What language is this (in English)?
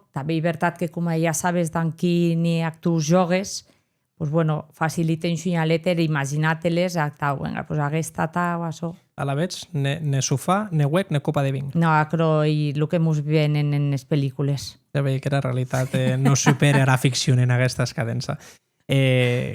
Occitan